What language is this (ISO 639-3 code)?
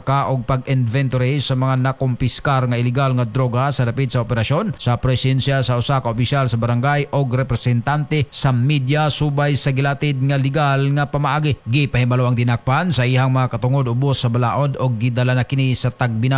ceb